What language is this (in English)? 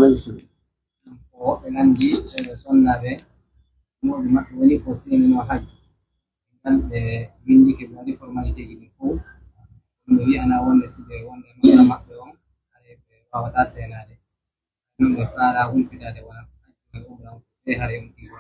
Pular